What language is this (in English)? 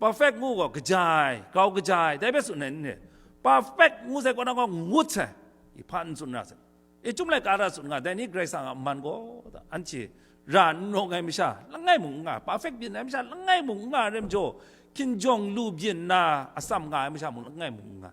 Kachin